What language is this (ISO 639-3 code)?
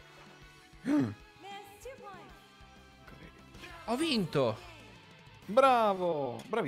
ita